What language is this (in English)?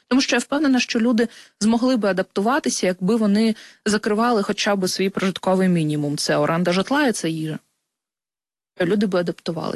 Ukrainian